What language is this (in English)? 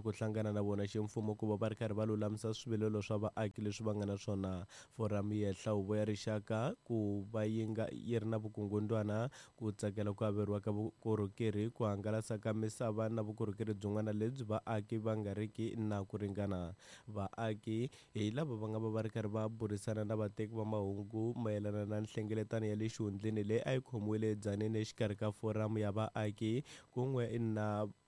Tsonga